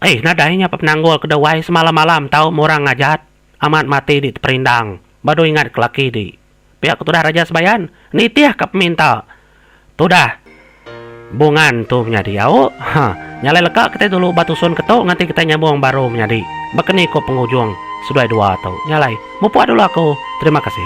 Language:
Iban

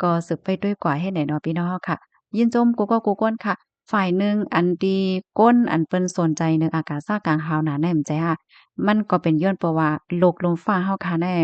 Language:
Shan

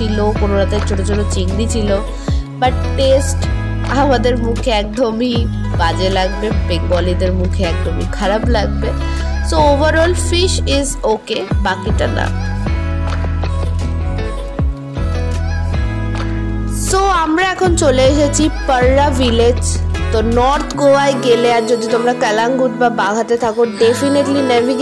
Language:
Bangla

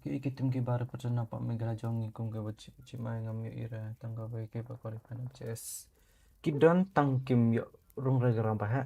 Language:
Khasi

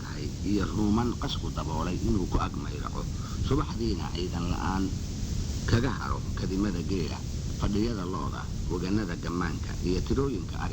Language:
Somali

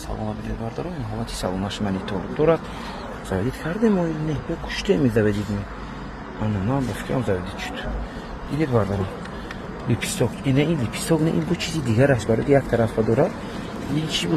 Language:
Tajik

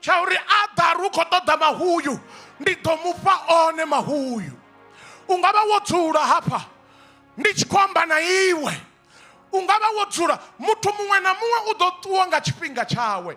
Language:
Venda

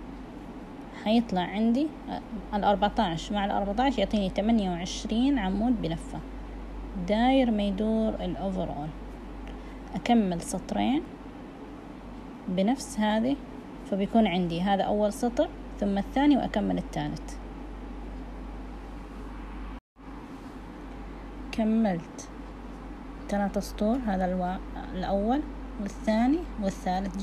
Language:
Hijazi Arabic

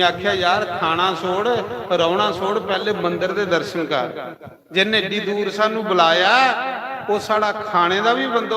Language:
Dogri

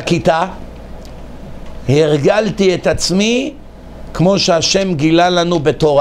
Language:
Hebrew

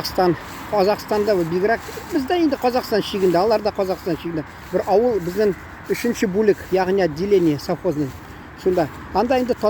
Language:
Tatar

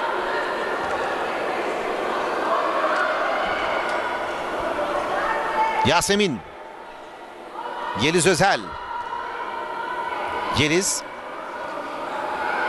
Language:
Turkish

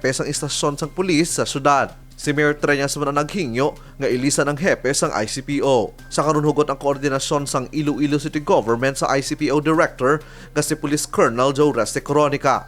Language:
Hiligaynon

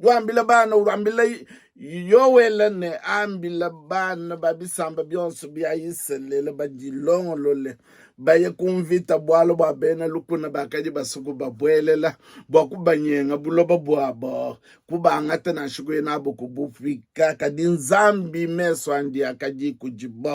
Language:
Luba-Lulua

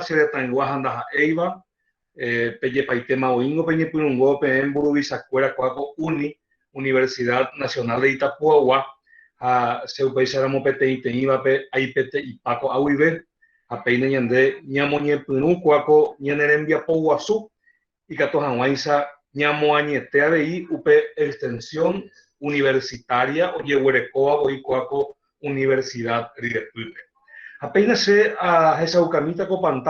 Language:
Guarani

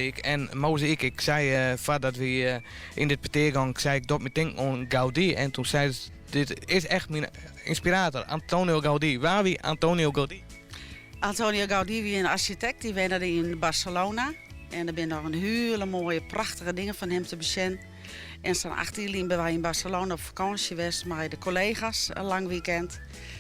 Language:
Western Frisian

